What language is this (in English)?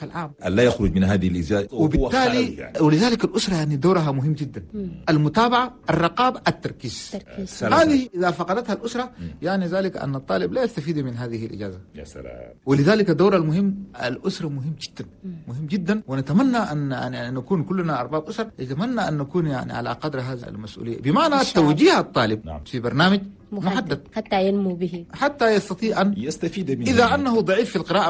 Chadian Arabic